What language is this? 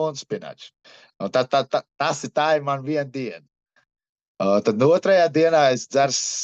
Latvian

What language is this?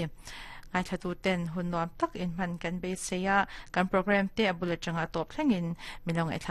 Mizo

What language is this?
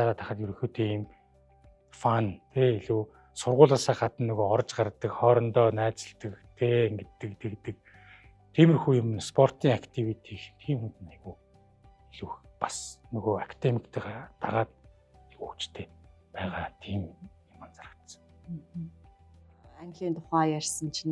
Mongolian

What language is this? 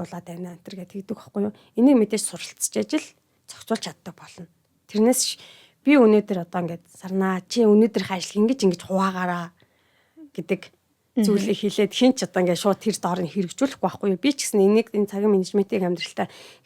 Mongolian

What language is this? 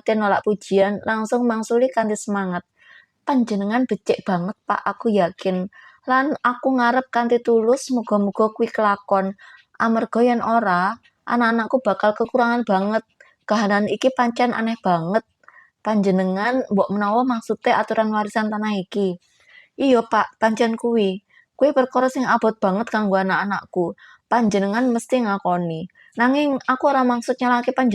Javanese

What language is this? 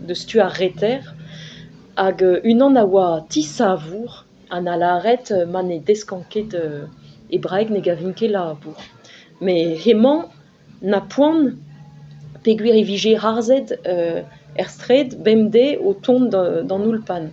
Breton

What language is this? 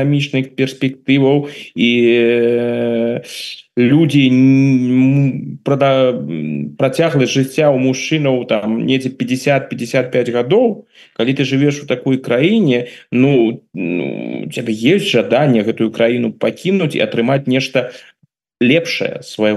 Belarusian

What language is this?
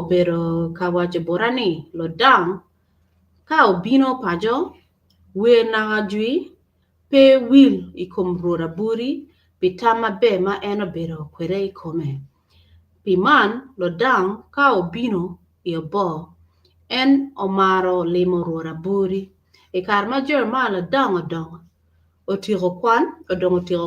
Acoli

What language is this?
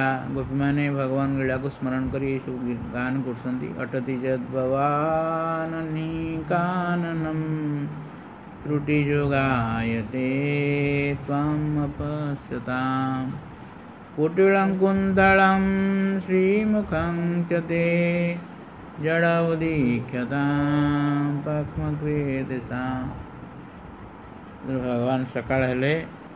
Odia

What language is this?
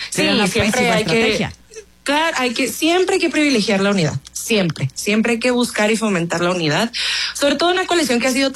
Spanish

